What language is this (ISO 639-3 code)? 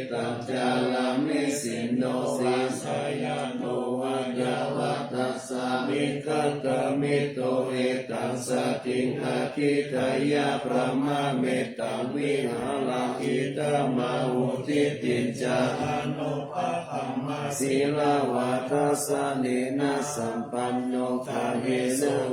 pli